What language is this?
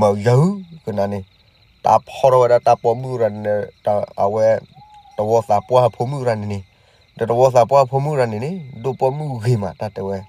S'gaw Karen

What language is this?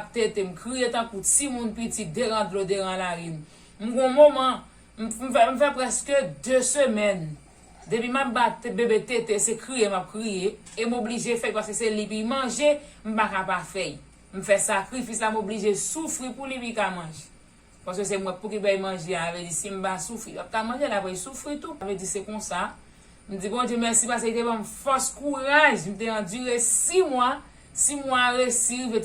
Haitian Creole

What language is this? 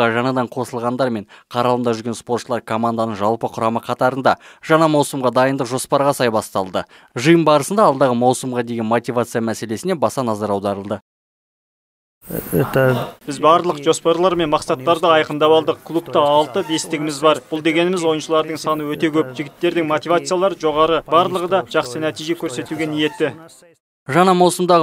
Kazakh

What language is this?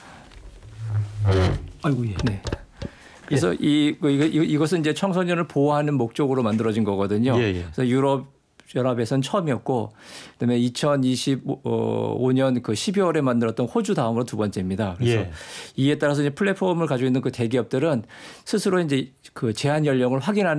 Korean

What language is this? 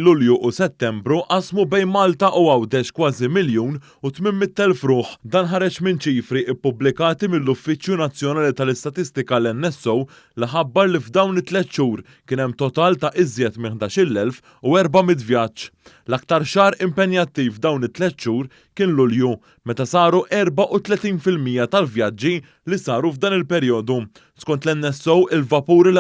Maltese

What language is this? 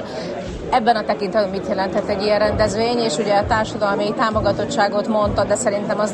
Hungarian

